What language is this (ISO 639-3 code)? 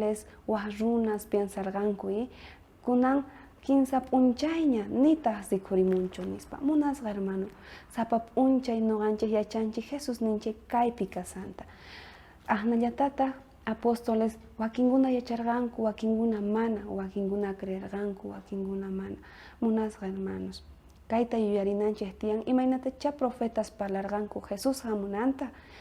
quh